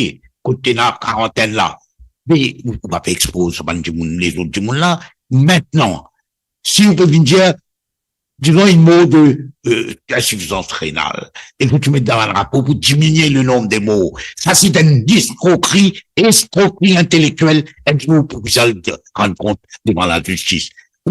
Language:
Morisyen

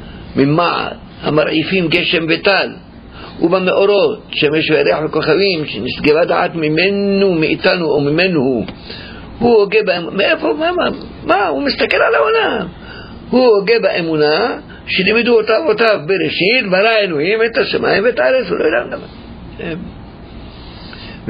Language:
Hebrew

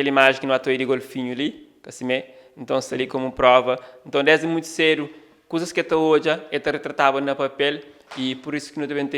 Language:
Kabuverdianu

